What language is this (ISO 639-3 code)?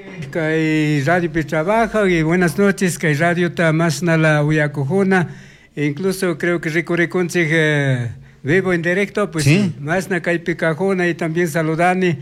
qug